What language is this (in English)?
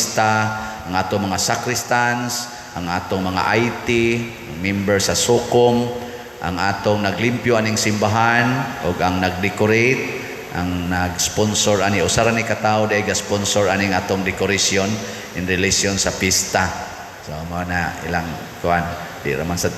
Cebuano